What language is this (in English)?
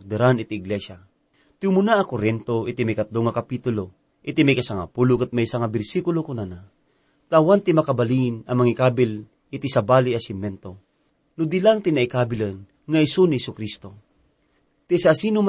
Iloko